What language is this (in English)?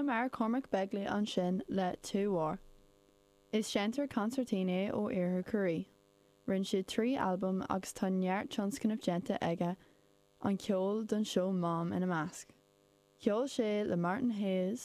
Irish